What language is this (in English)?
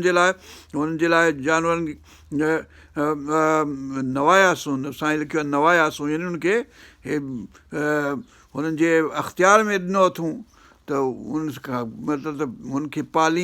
Sindhi